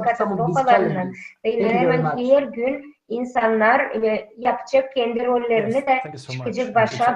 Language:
Gagauz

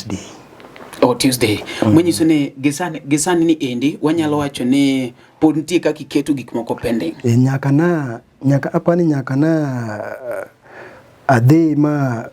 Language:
Luo (Kenya and Tanzania)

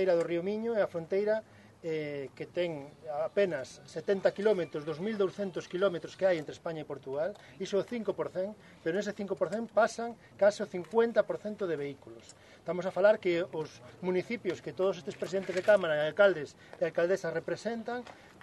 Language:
Galician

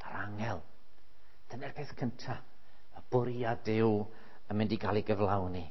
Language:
Welsh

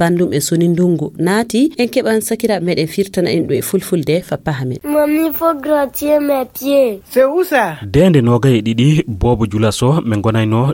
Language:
Fula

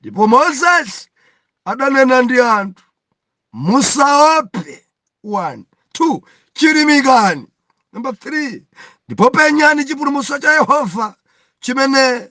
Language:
Nyanja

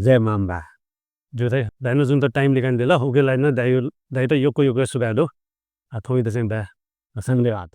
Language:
Newari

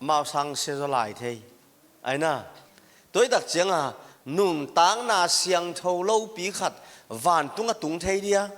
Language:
Tedim Chin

